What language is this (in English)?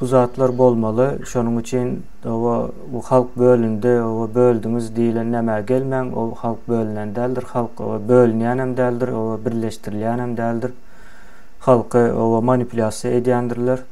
Turkmen